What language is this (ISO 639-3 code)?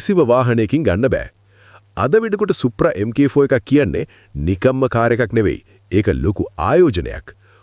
sin